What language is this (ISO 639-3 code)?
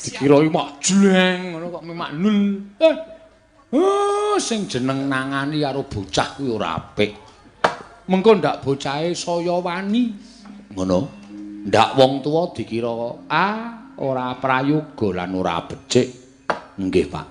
jav